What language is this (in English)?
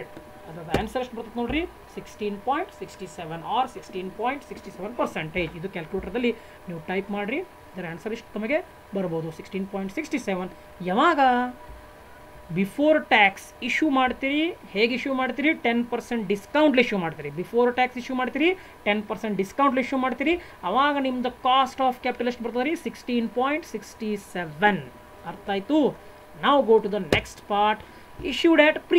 Kannada